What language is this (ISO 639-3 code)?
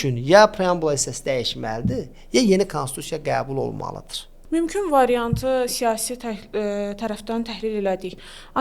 aze